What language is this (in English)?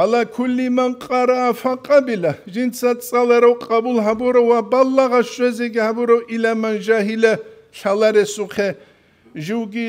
Avaric